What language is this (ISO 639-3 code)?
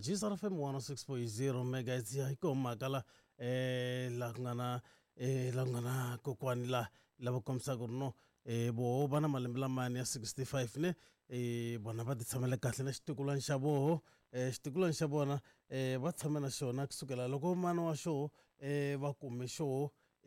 tso